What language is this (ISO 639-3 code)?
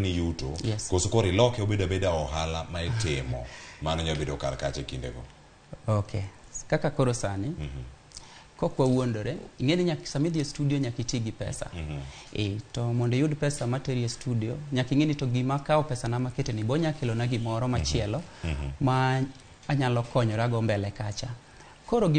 luo